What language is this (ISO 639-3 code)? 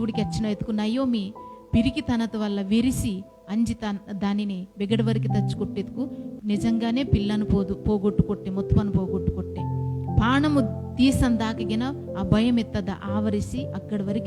kff